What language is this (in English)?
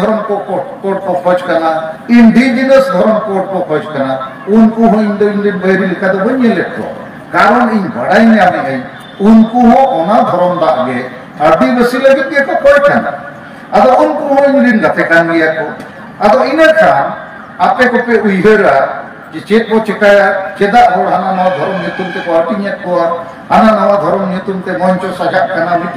Santali